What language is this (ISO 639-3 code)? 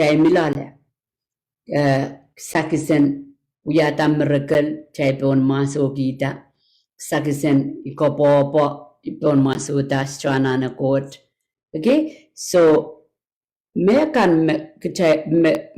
pon